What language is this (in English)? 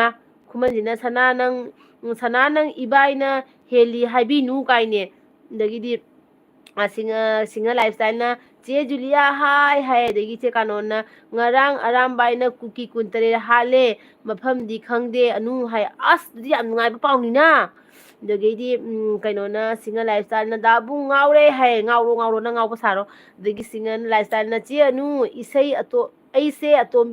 Manipuri